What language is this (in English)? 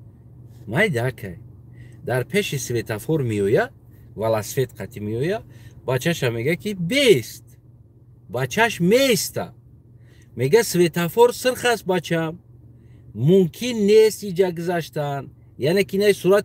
Tajik